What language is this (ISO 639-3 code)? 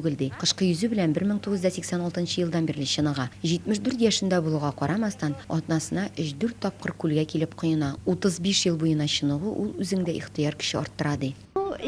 tat